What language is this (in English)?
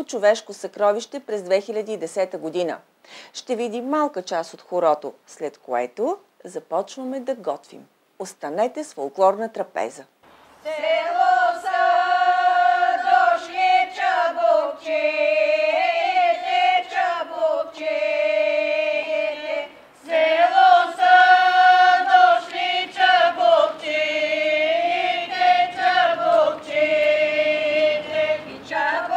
Bulgarian